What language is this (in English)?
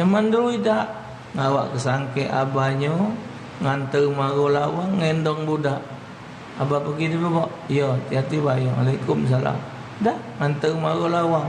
Musi